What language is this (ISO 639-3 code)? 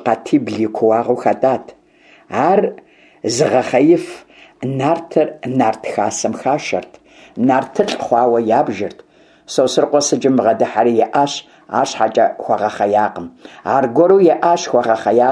kbd